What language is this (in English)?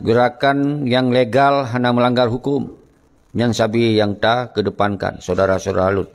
Achinese